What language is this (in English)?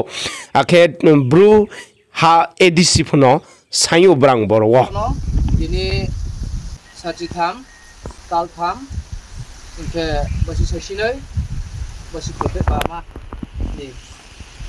Riang (India)